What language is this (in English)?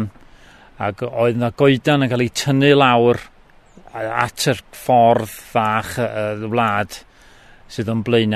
Welsh